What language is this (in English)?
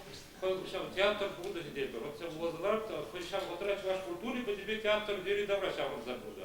Chuvash